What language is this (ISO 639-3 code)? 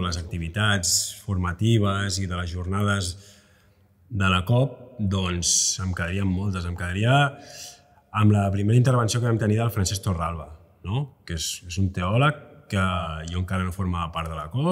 cat